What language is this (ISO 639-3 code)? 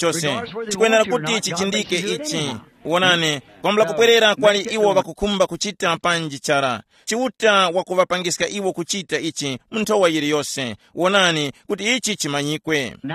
tum